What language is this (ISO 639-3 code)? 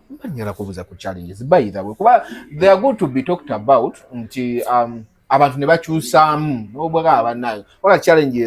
lug